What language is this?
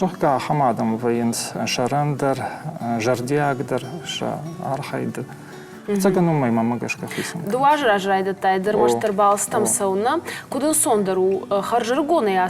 Ossetic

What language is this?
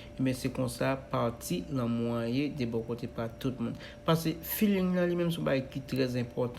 Haitian Creole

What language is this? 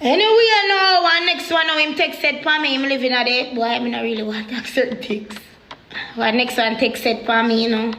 Jamaican Creole English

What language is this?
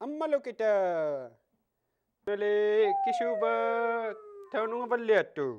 Inuktitut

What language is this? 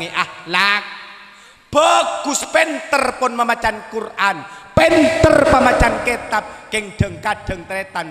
Madurese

